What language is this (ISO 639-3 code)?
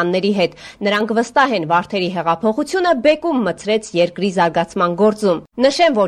hye